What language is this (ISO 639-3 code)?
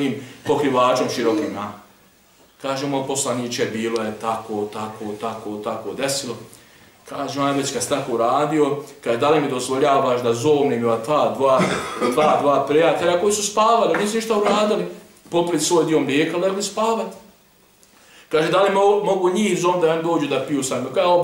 bos